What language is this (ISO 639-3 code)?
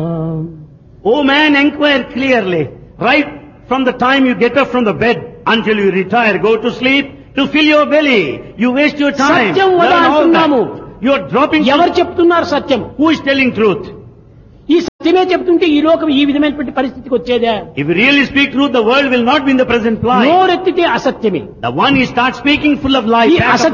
tel